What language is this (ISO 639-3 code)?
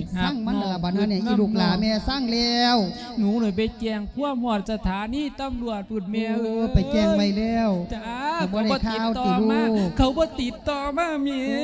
lao